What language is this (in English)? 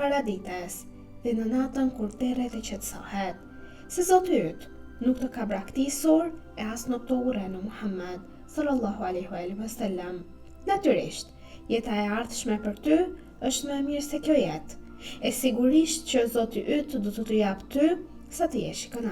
Albanian